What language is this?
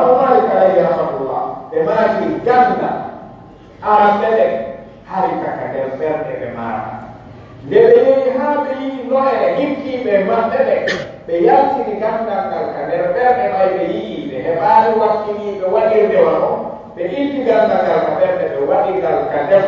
Pular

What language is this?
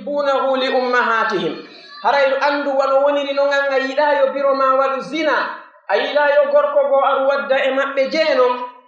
Pular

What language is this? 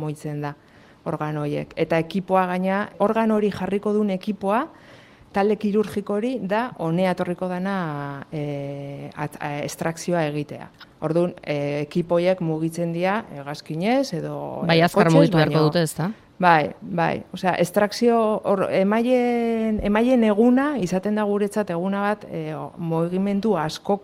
Basque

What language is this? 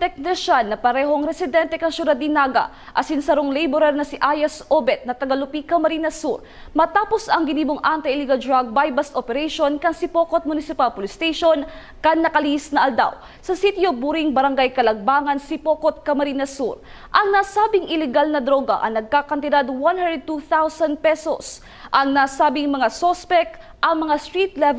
Bikol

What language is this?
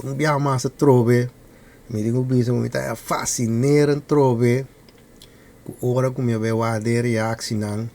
Papiamento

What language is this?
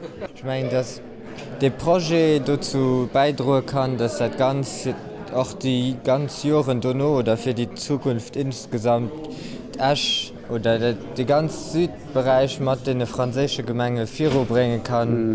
Luxembourgish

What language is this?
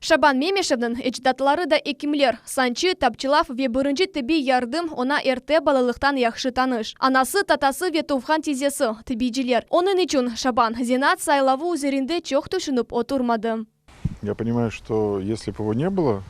Crimean Tatar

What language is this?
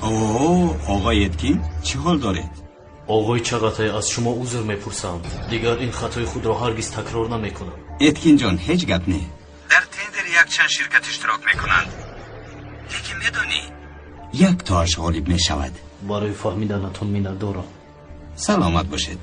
Tajik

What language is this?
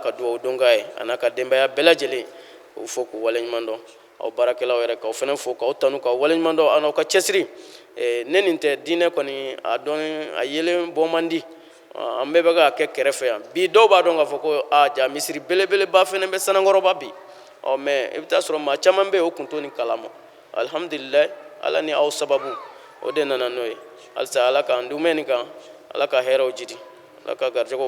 Bambara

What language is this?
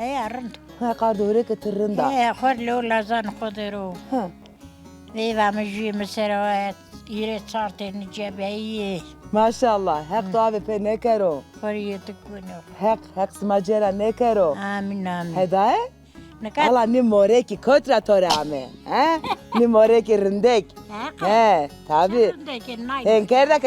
Zaza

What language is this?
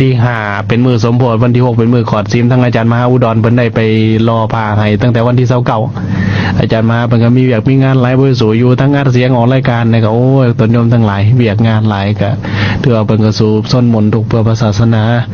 Lao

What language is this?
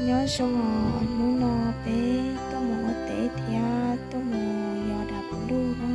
Hmong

